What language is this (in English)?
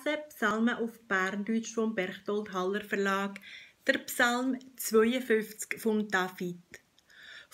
Swiss German